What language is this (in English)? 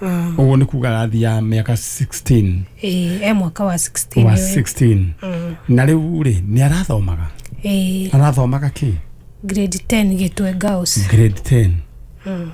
Kikuyu